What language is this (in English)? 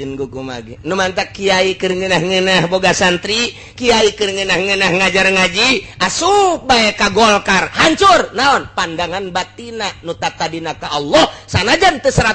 Sundanese